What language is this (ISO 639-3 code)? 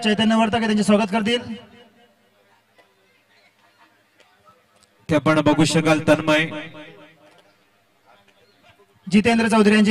mar